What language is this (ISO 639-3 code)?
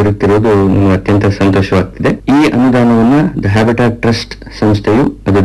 kan